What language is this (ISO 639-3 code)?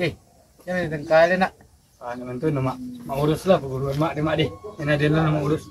min